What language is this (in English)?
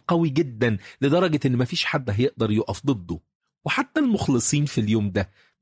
Egyptian Arabic